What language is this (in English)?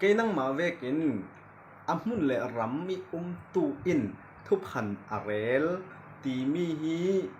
Falam Chin